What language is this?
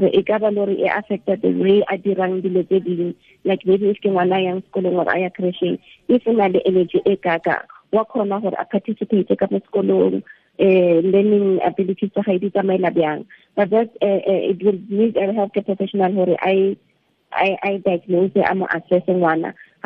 Tswana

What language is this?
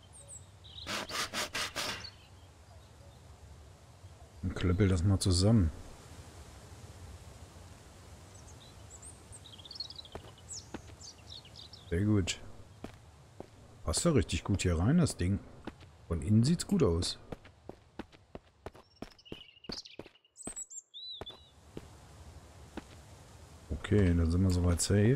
German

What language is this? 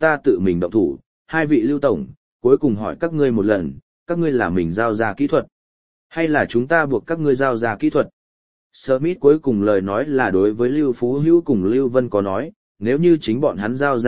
Vietnamese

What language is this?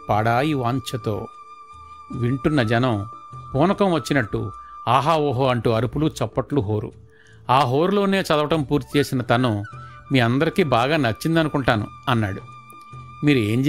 Telugu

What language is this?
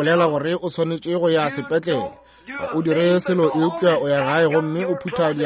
Northern Sotho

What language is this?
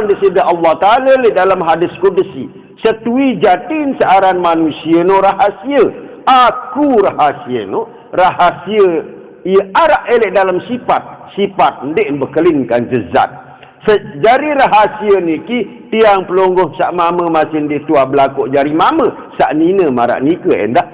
Sasak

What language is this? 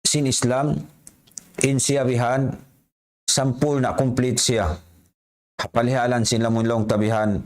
Tausug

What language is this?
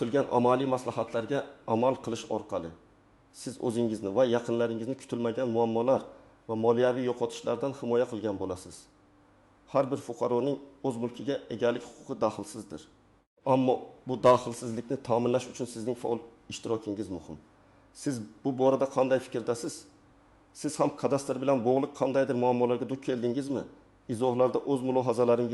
Uzbek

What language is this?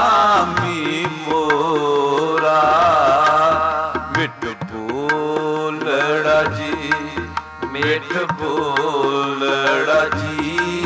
Punjabi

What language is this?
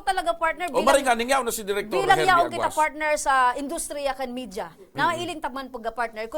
Bikol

